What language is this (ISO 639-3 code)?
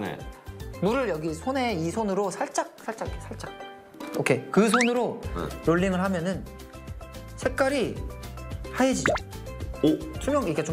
kor